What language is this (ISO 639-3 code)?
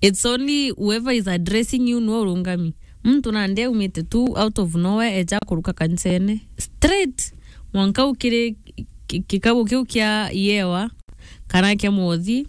mer